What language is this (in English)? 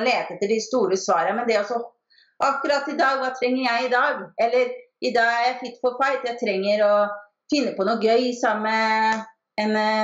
Norwegian